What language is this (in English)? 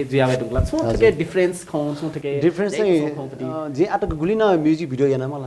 Newari